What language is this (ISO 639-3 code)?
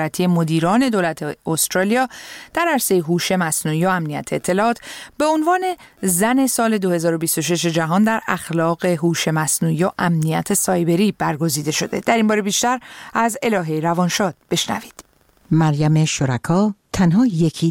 fas